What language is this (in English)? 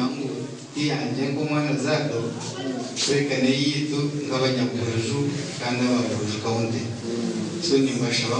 Nyankole